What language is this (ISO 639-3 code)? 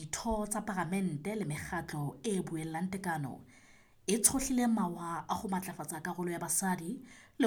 sot